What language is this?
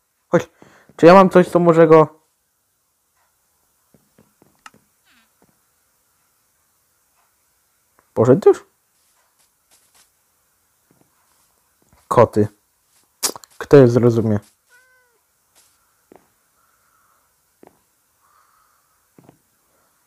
Polish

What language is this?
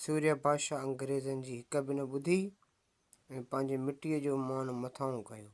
Sindhi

